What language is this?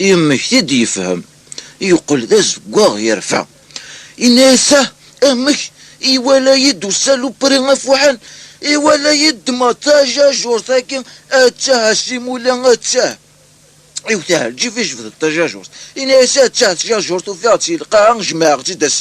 Kabyle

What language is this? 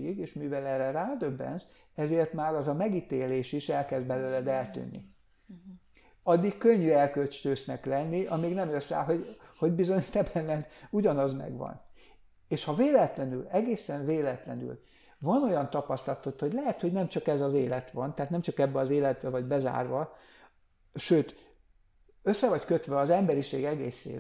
Hungarian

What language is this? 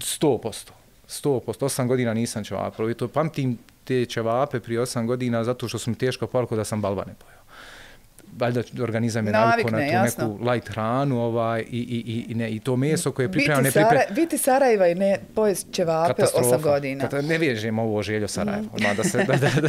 Bosnian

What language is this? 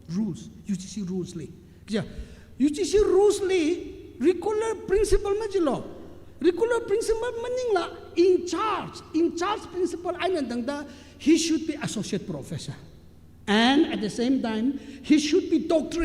Tangkhul Naga (India)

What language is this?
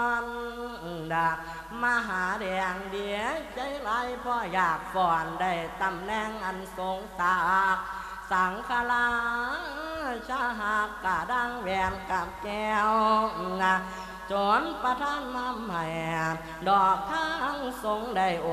Thai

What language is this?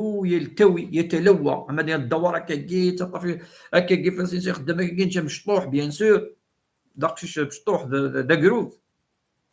Kabyle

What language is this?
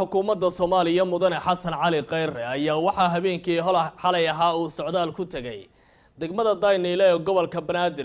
Somali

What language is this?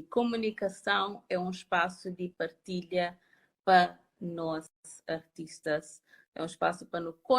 Kabuverdianu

